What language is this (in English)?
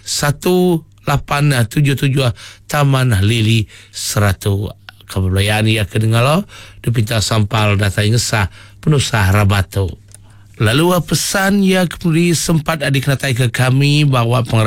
Iban